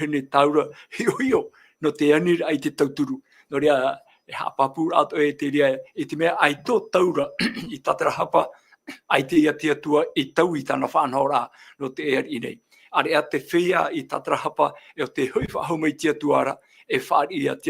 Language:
Tahitian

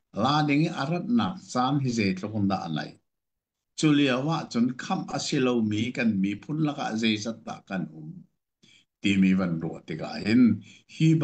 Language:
Hakha Chin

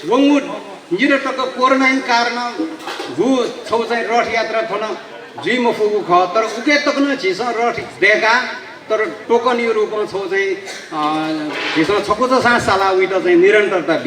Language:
Newari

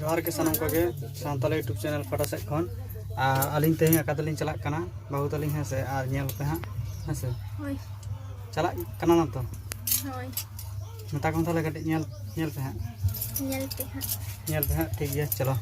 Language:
Santali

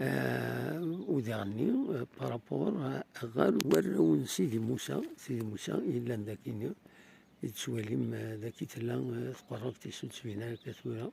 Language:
Kabyle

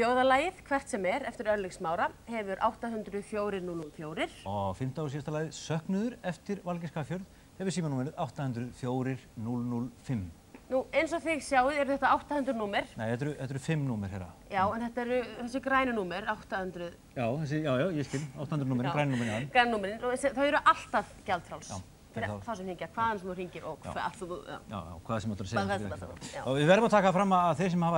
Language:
Icelandic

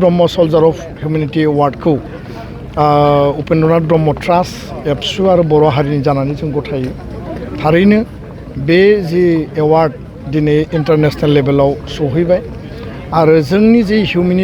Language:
Bodo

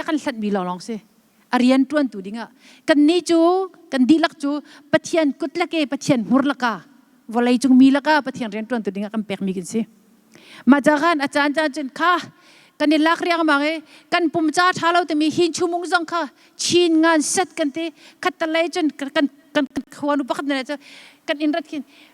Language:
Hakha Chin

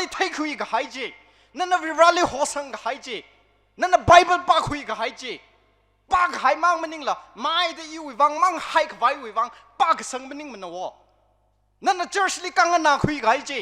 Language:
Tangkhul Naga (India)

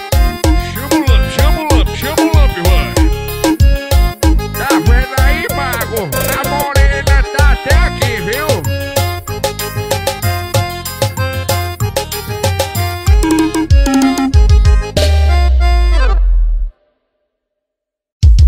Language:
Portuguese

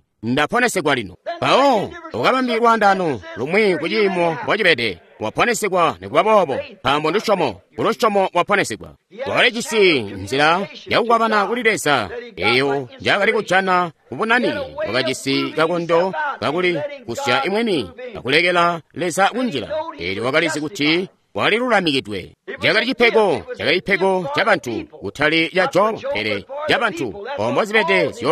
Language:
Tonga (Zambia)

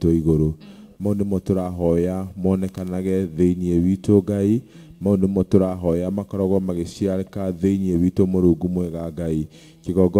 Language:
Kikuyu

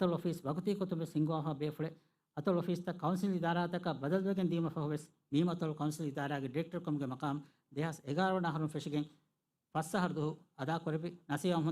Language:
Divehi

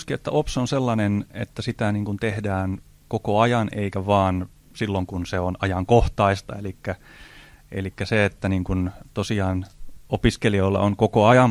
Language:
Finnish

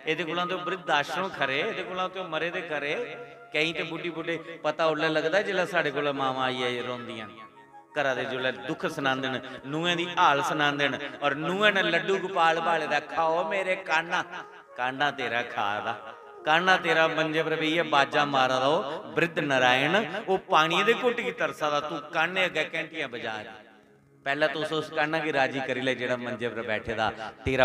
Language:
Dogri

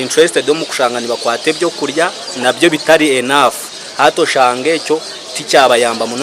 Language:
Nyankole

